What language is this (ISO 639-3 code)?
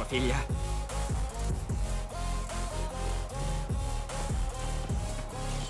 ita